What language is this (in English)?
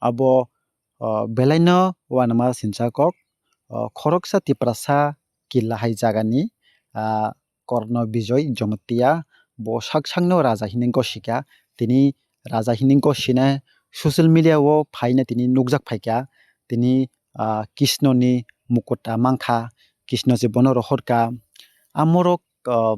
Kok Borok